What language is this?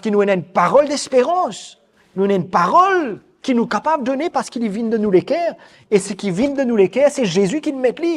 Morisyen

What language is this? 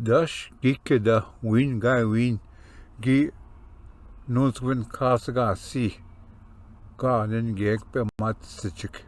Ojibwa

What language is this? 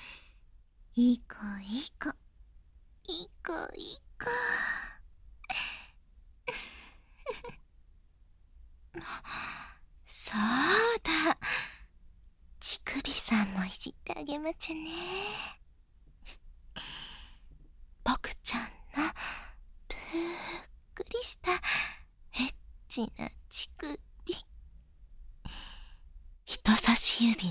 Japanese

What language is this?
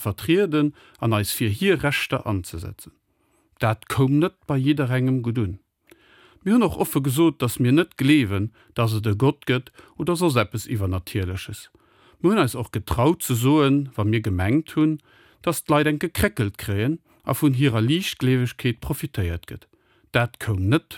Luxembourgish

